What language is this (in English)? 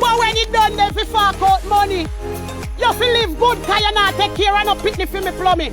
Jamaican Creole English